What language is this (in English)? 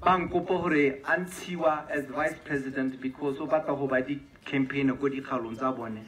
Tswana